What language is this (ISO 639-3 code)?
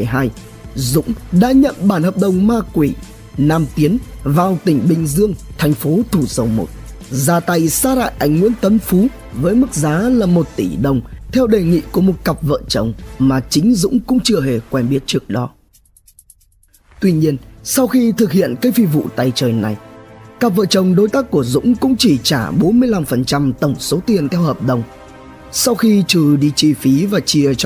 vie